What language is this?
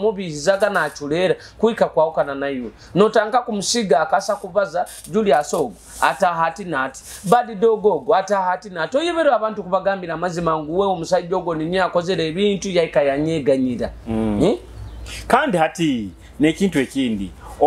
Nyoro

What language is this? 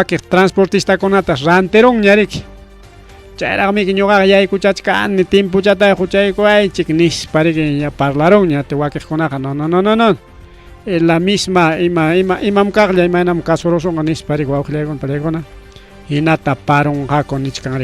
Ayacucho Quechua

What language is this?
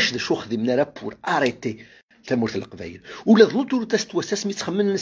Kabyle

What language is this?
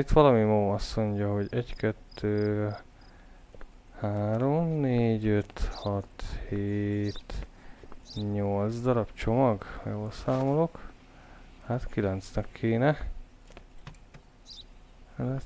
Hungarian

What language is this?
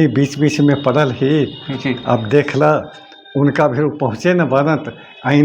Magahi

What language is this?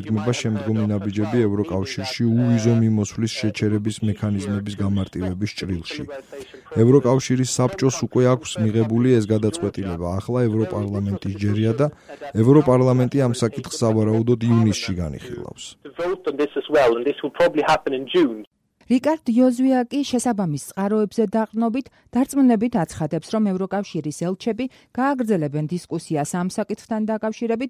Georgian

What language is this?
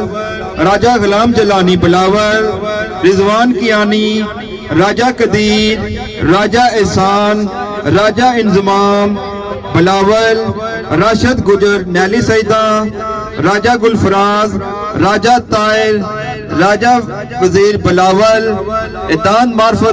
Pahari-Potwari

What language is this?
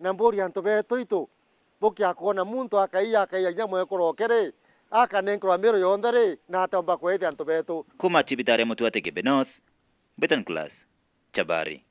Meru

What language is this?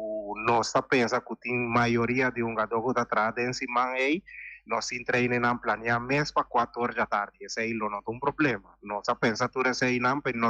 Papiamento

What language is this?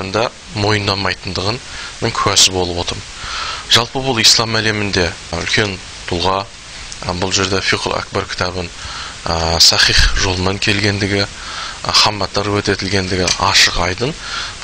Kyrgyz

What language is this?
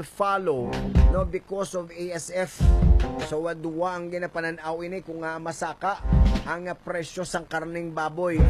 Hiligaynon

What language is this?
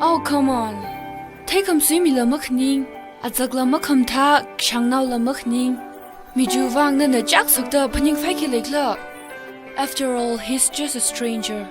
Tangkhul Naga (India)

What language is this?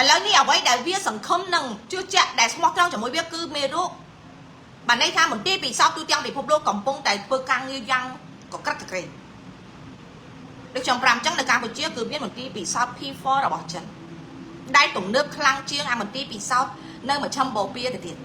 Khmer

